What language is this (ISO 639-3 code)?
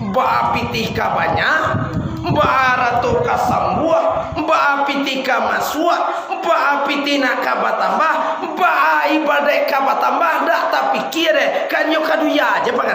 min